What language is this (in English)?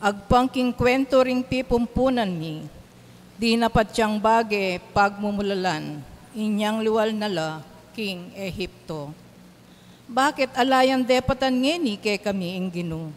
Pampanga